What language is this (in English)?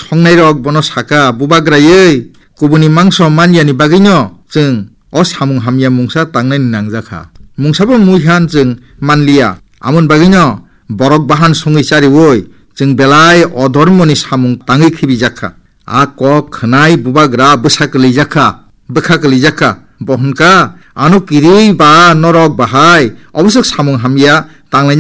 Kok Borok